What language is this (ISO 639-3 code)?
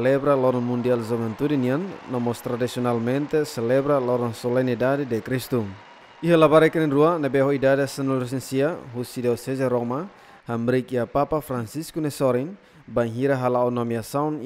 tet